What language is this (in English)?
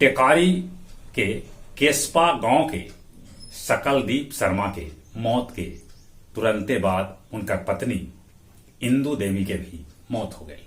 Magahi